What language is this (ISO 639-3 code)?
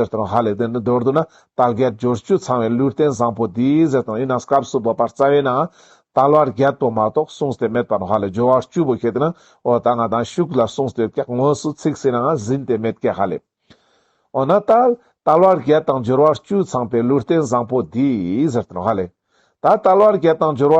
lbj